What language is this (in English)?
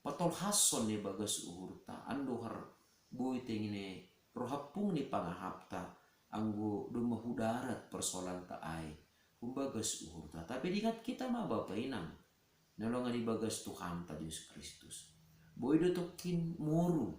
Batak Simalungun